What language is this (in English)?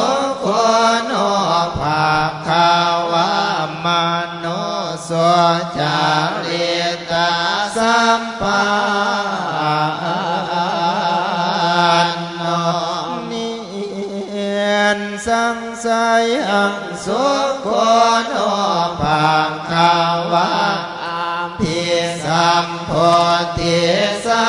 Pali